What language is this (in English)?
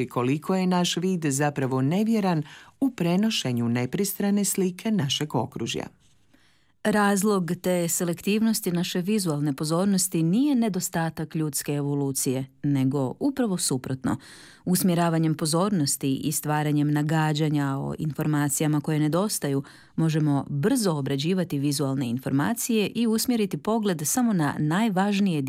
Croatian